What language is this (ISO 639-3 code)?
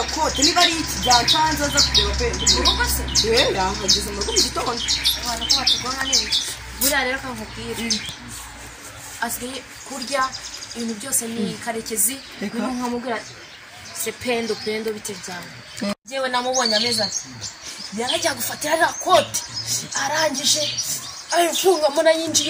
kin